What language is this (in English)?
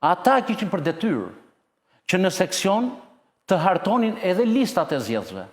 Albanian